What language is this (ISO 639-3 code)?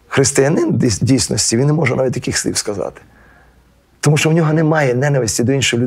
ukr